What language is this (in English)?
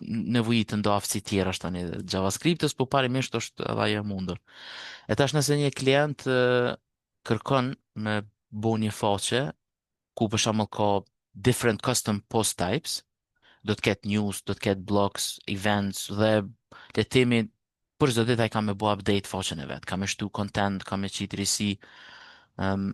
Albanian